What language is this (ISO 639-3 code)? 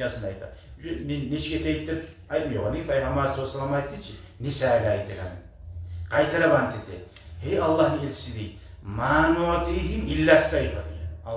kum